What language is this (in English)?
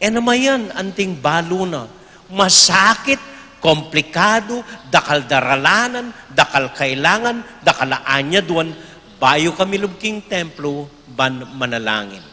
Pampanga